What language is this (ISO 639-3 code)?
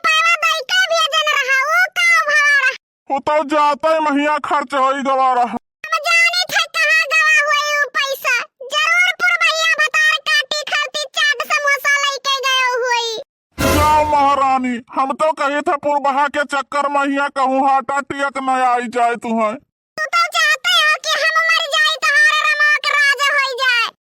awa